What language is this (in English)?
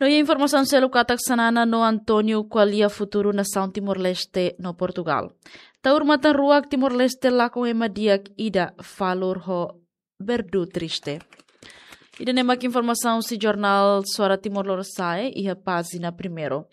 Tetum